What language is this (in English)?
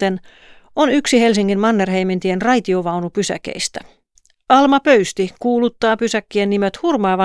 Finnish